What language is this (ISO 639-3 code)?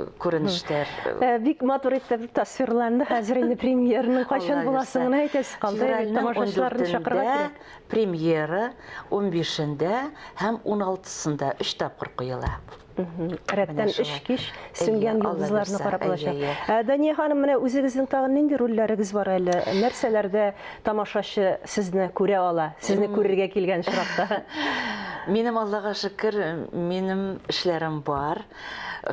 tat